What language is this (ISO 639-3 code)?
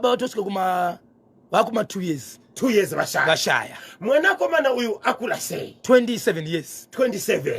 sna